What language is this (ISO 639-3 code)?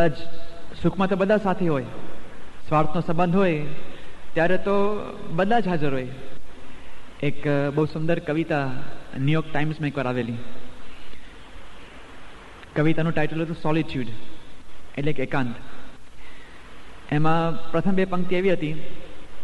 guj